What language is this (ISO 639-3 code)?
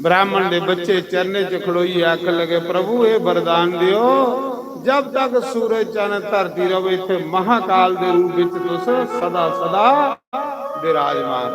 doi